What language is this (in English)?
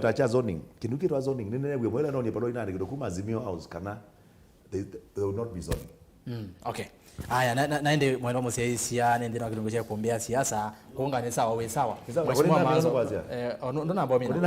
Kamba